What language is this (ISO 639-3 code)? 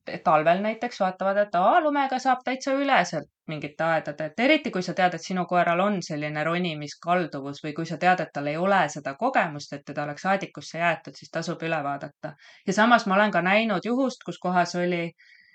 est